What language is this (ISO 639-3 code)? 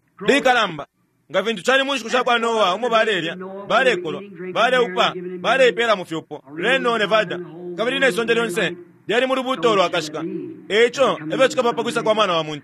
bem